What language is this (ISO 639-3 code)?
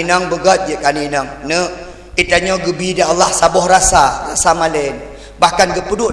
ace